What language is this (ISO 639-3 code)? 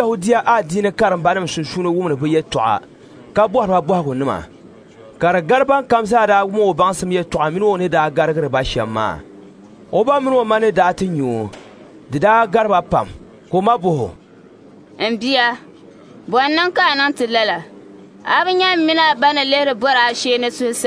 dag